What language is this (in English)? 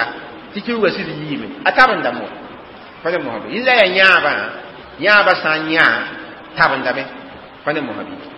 Mossi